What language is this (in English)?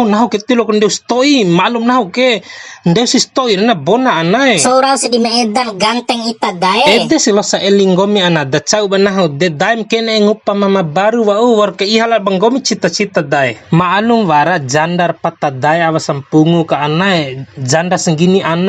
Bima